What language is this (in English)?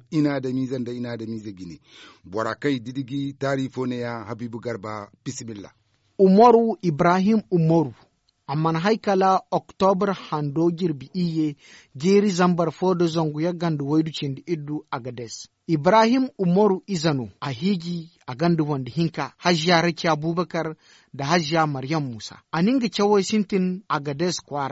Zarma